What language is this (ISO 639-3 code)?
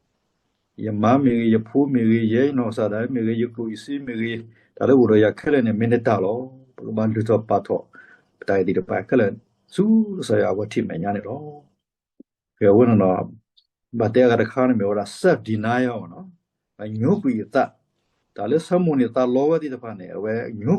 ksw